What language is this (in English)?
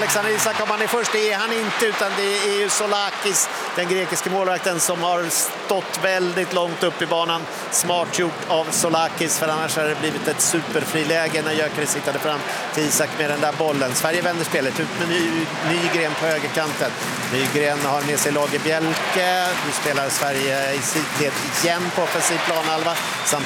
Swedish